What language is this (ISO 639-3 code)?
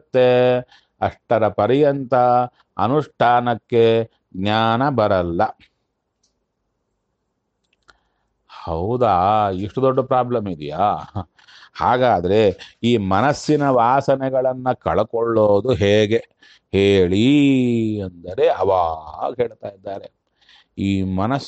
kan